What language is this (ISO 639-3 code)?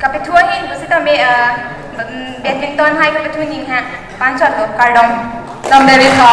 mjw